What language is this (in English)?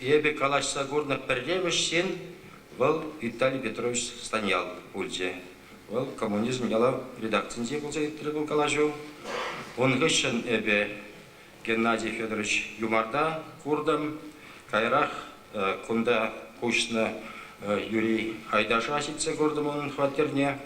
Chuvash